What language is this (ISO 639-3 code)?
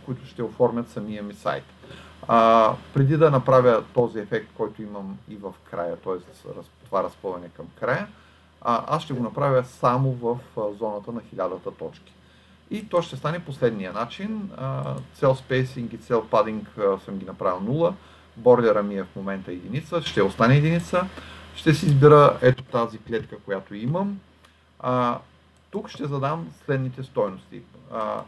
bul